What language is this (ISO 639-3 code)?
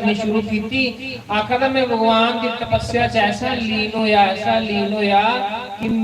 doi